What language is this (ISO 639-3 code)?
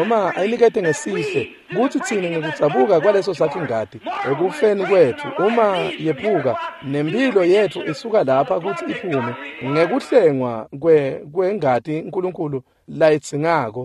ssw